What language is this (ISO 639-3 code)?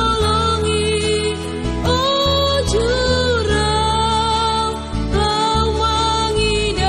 bts